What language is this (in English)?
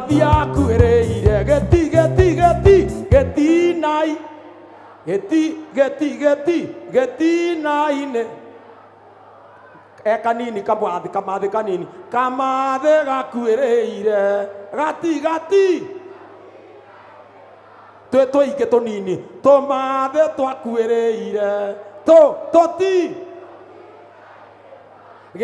Kikuyu